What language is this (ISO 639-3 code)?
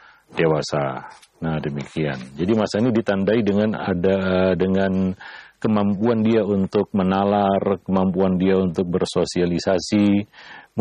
ind